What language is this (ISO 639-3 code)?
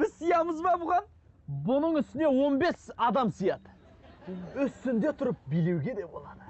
kaz